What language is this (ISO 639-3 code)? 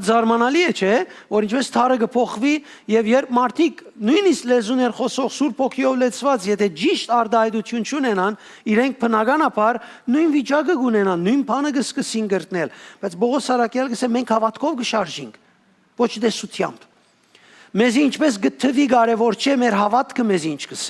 hyw